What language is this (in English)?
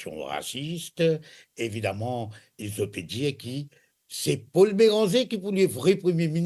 Morisyen